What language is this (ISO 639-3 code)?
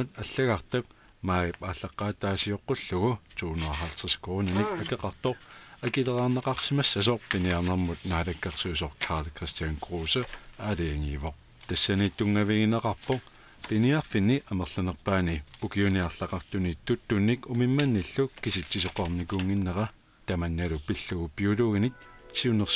kal